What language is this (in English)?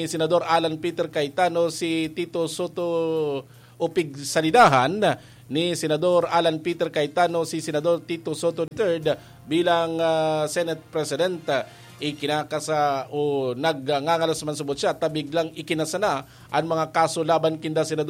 Bikol